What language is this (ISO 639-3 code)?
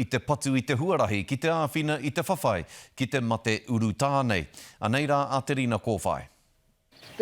mri